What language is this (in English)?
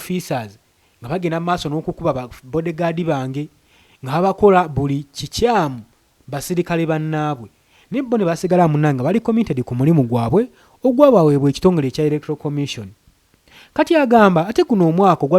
Ganda